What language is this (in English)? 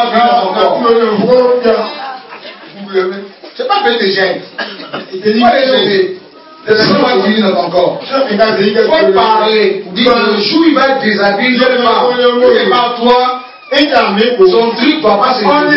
French